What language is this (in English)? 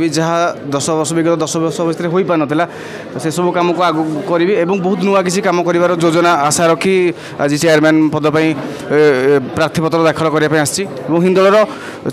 Odia